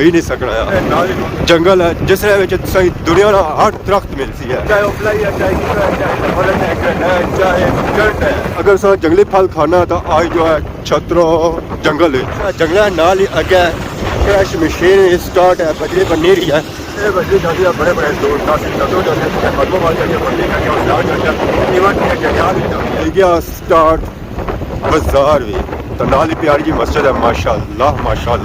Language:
Pahari-Potwari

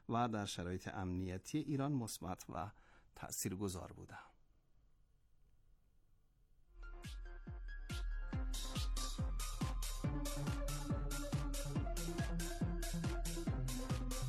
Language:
Persian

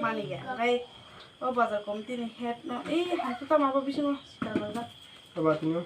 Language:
Kok Borok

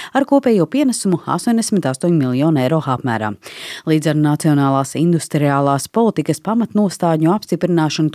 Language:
Latvian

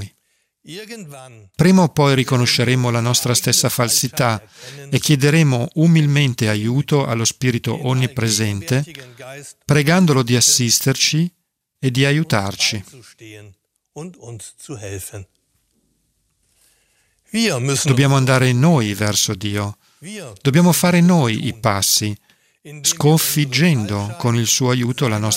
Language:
Italian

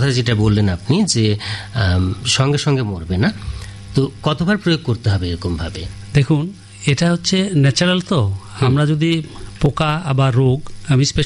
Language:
Bangla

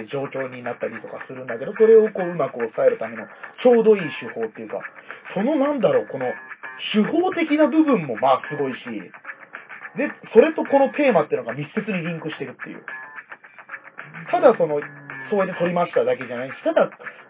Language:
Japanese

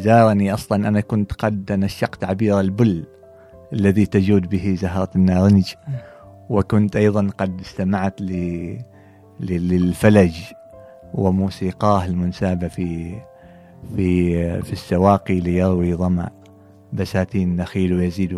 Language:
Gulf Arabic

